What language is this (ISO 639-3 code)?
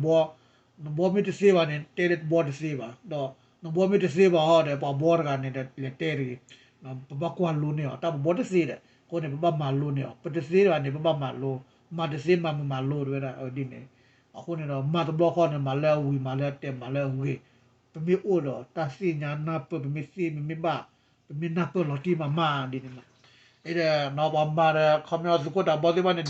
ksw